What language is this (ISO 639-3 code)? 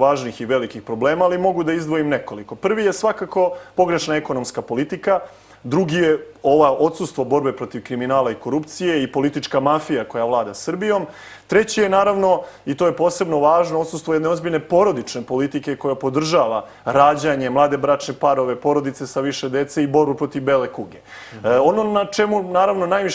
srp